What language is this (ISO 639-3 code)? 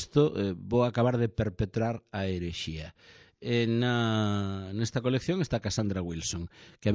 glg